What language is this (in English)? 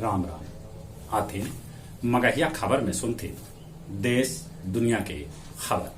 Magahi